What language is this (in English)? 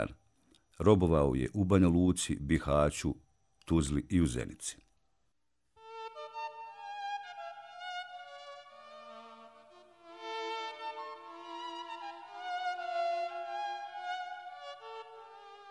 Bosnian